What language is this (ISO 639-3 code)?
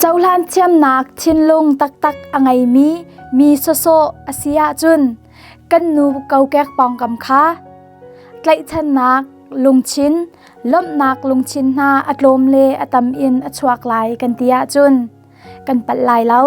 cnh